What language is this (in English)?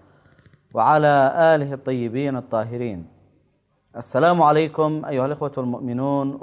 Arabic